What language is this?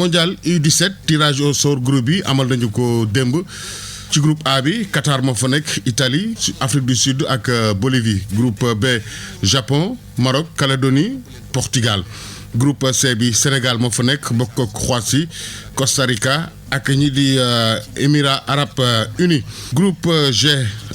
Wolof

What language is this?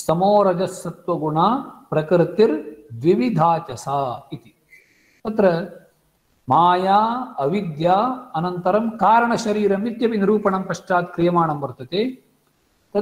Sanskrit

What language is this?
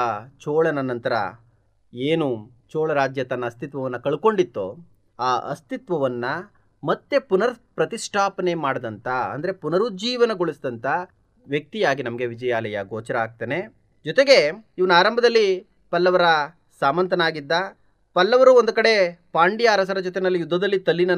Kannada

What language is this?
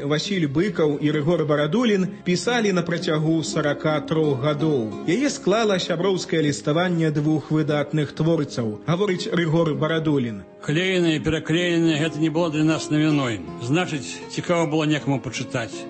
Belarusian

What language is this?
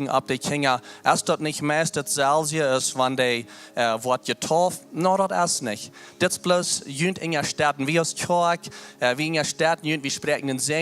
Plautdietsch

